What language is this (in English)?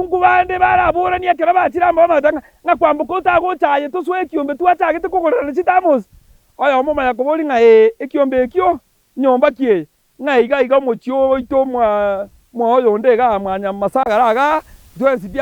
Gusii